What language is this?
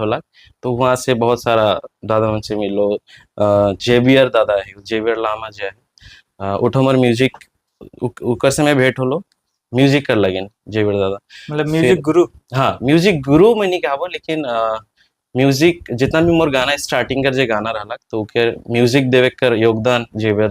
Sadri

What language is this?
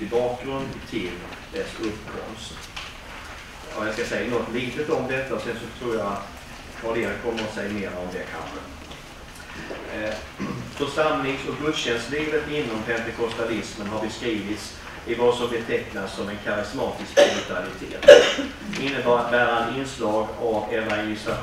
Swedish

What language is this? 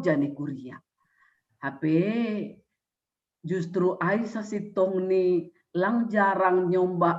Batak Simalungun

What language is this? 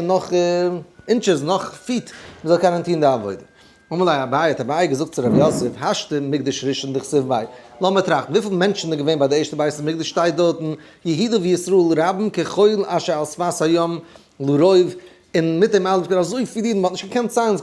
Yiddish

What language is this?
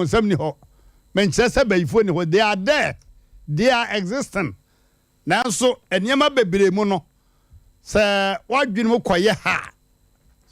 Akan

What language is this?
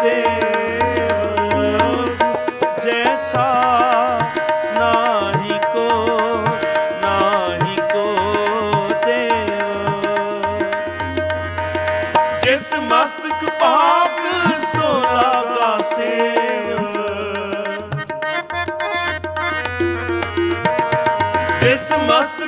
Punjabi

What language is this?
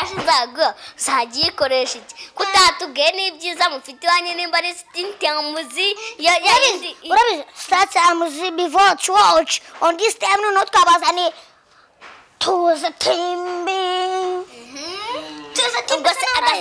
Kinyarwanda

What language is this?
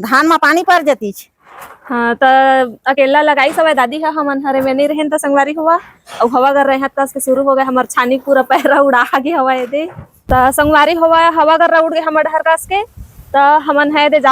Chhattisgarhi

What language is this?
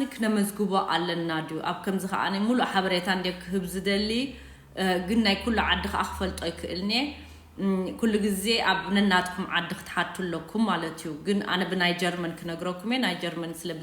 Tigrinya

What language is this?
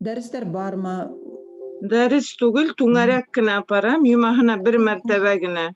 Bashkir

